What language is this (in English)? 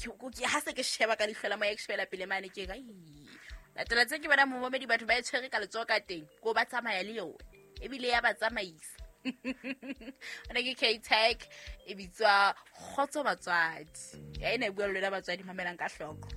Southern Sotho